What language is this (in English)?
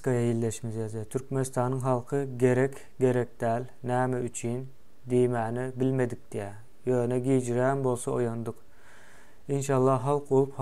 Turkmen